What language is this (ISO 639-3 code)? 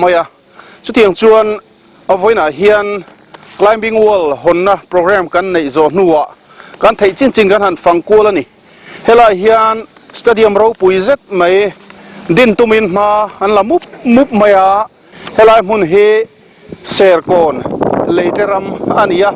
lus